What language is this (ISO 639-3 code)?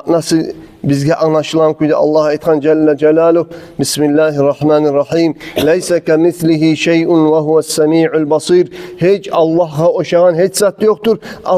kum